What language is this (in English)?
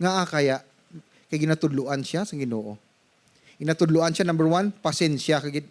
Hiligaynon